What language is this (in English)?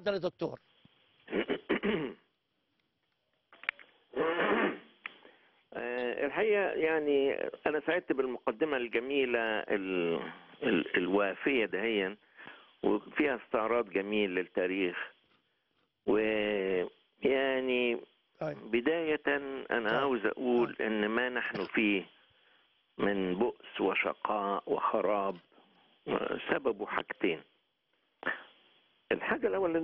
Egyptian Arabic